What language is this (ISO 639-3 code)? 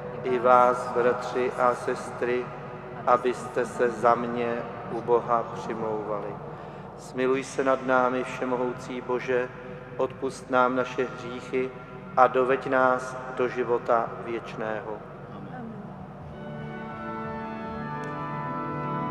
ces